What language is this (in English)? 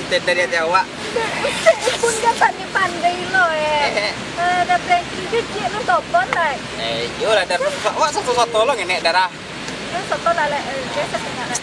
Minangkabau